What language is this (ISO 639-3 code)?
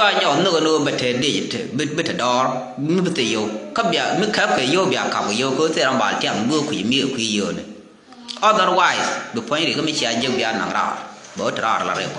nus